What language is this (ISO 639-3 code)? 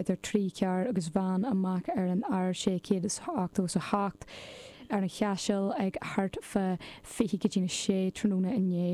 gle